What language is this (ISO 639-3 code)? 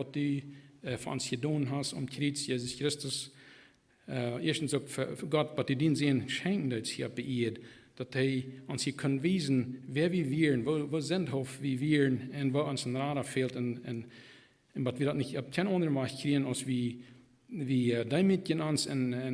pdt